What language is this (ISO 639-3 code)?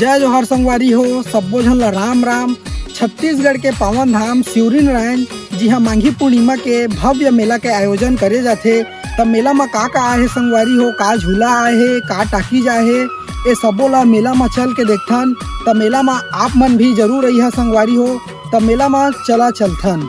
hne